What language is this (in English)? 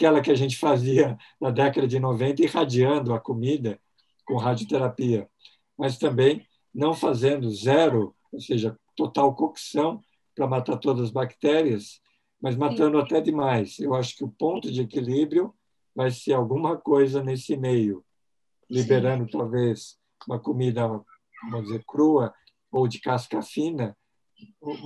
Portuguese